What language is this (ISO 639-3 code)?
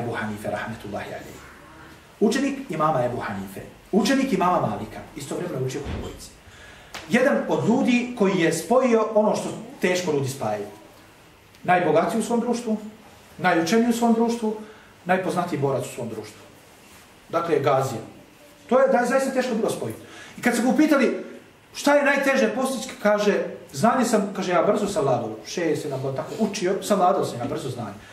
bos